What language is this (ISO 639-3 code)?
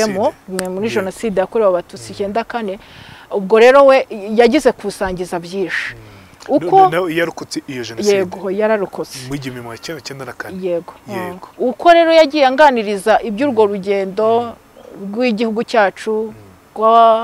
kin